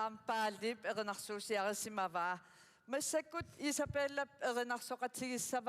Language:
Kalaallisut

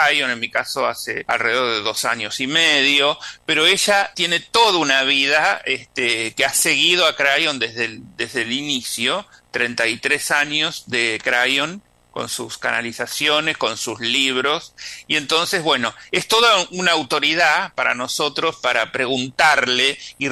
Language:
Spanish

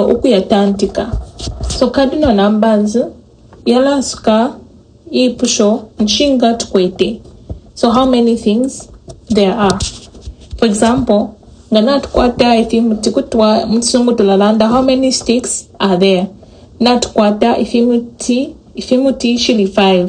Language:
Bemba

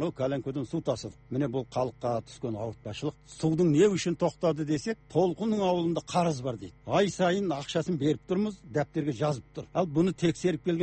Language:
Kazakh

